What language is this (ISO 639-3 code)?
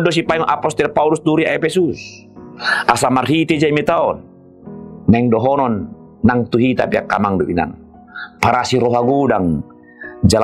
bbc